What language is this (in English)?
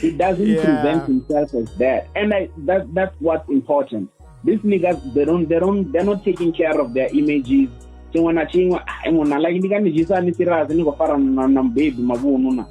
Venda